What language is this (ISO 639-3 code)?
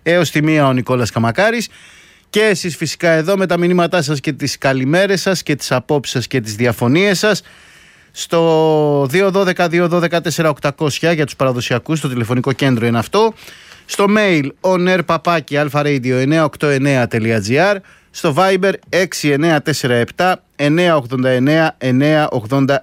ell